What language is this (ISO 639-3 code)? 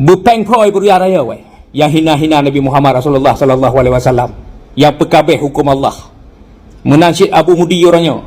ace